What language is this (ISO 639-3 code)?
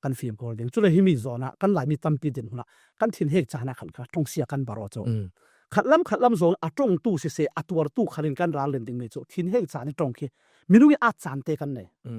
cfm